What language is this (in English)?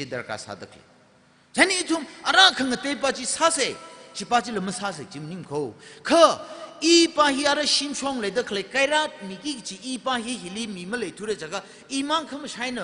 Tangkhul Naga (India)